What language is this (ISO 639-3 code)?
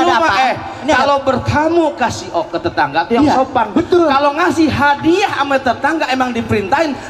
bew